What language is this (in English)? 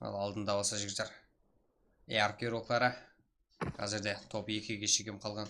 Kara-Kalpak